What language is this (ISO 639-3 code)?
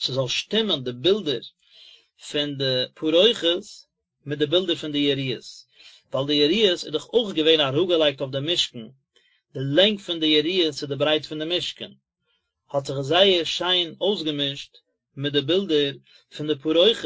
yid